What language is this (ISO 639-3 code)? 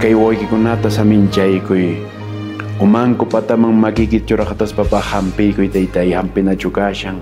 que